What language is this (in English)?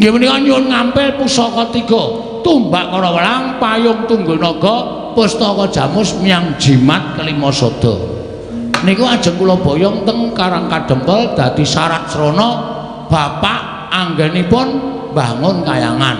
Javanese